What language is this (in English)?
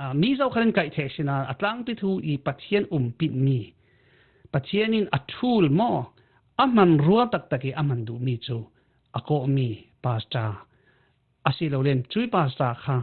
Falam Chin